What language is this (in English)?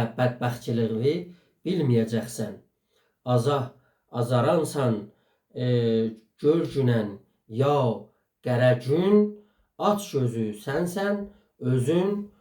South Azerbaijani